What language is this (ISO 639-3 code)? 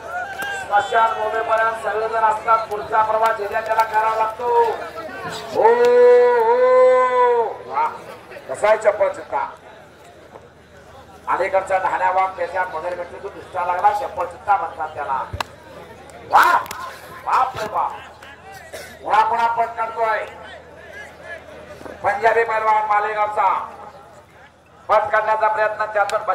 mar